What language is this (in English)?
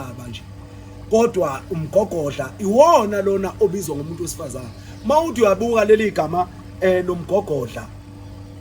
Zulu